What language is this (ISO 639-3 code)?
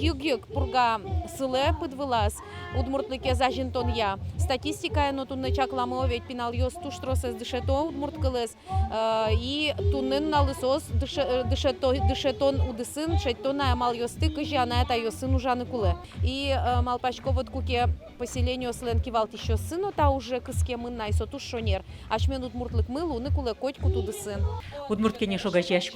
udm